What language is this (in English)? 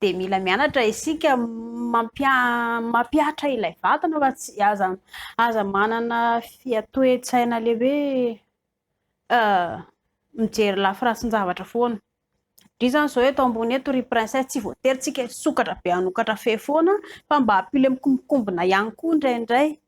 Malagasy